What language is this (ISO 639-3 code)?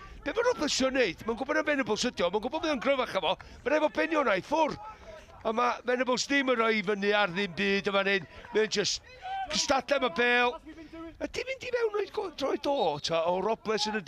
cym